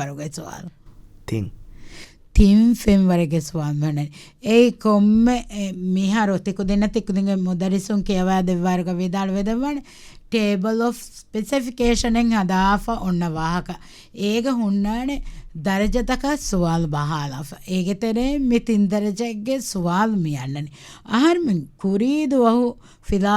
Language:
Divehi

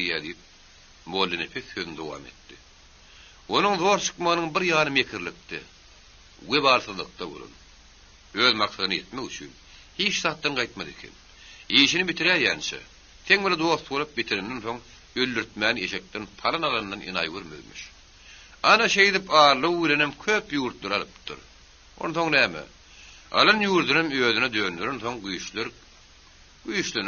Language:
Turkmen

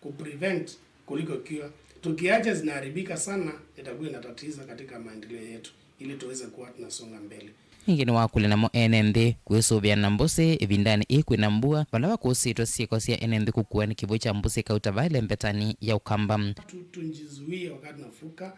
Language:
Kamba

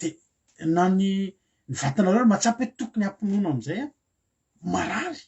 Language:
Malagasy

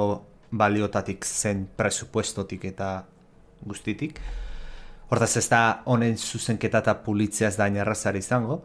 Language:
Basque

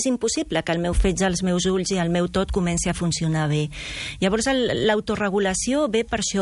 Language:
Catalan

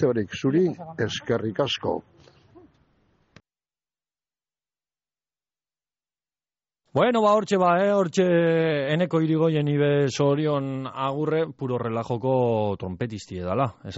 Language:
Basque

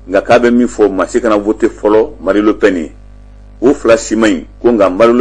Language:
Bambara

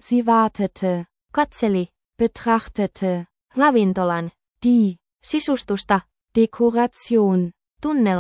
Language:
Finnish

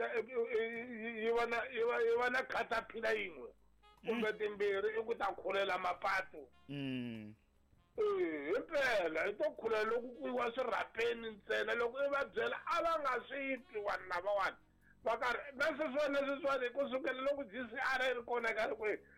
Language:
Tsonga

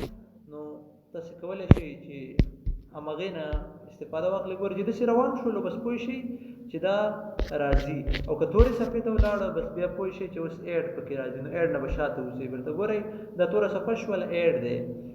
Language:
Pashto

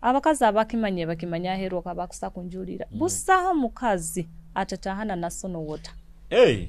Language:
Nyoro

